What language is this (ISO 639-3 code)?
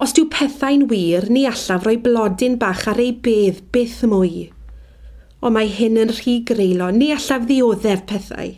cym